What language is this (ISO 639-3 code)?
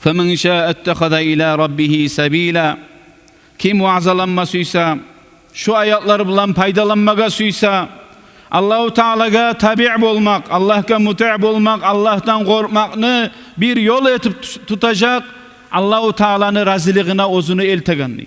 kum